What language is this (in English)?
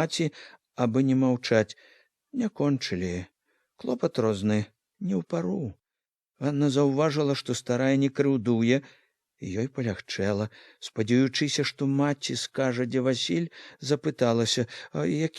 Belarusian